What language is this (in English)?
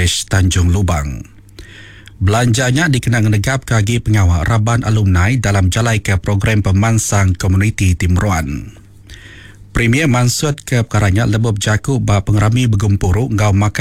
Iban